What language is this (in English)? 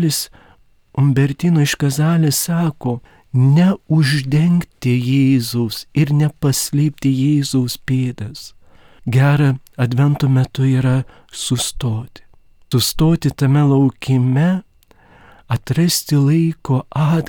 Lithuanian